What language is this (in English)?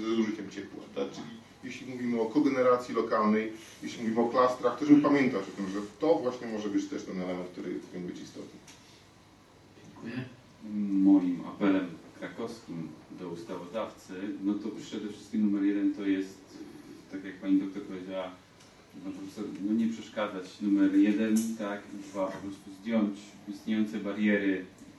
Polish